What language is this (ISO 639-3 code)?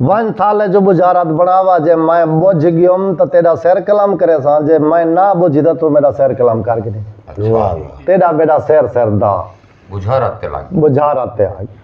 skr